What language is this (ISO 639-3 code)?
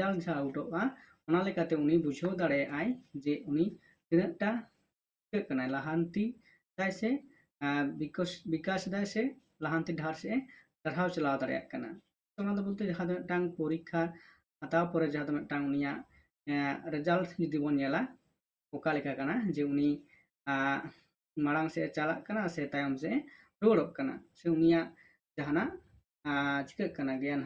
sat